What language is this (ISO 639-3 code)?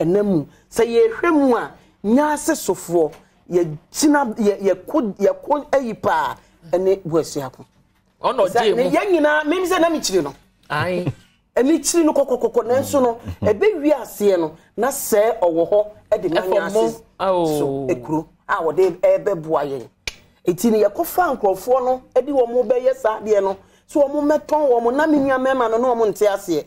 aka